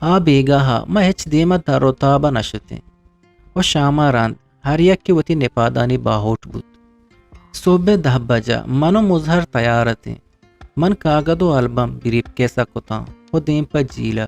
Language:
Eastern Balochi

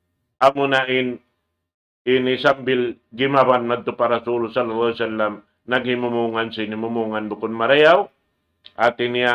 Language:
Tausug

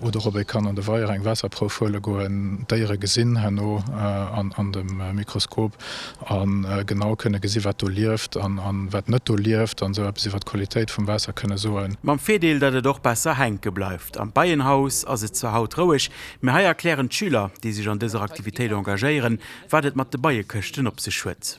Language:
Luxembourgish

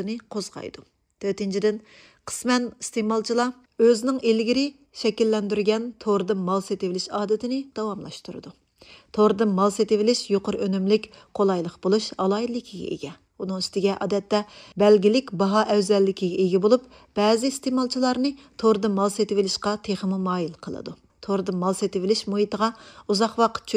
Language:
Uyghur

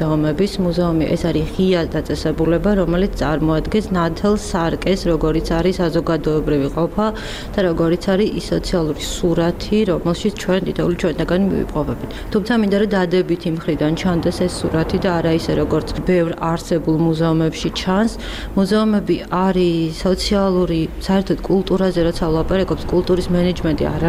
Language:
Georgian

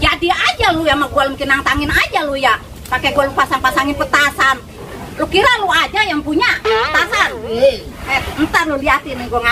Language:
Betawi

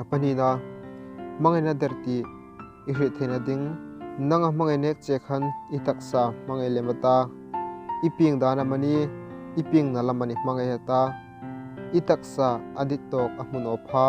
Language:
Hmar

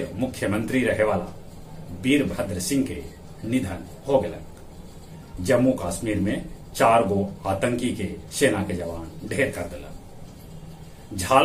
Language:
Magahi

